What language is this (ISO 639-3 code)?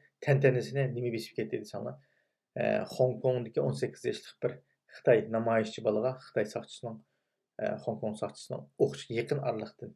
uig